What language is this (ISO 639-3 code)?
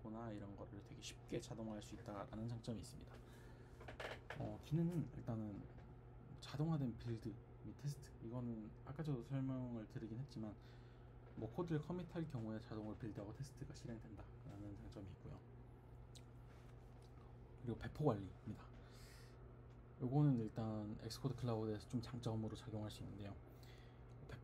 kor